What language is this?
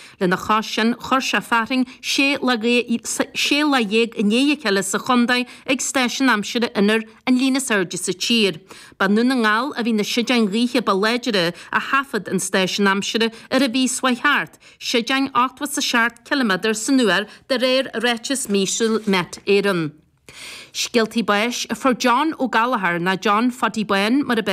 Irish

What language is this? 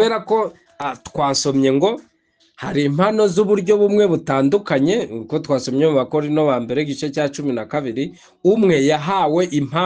Kinyarwanda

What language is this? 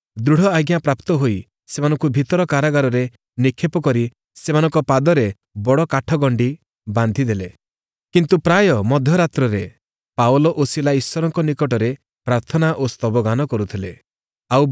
Odia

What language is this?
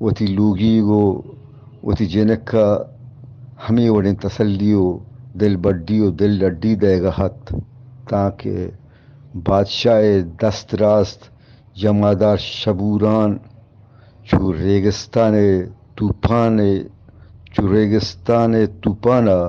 Eastern Balochi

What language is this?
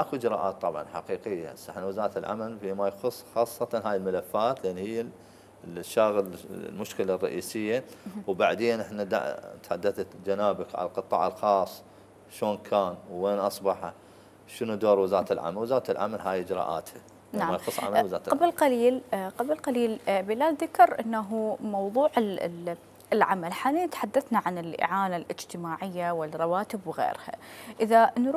Mesopotamian Arabic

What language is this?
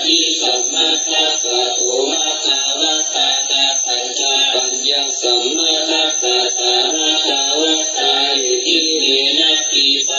Pali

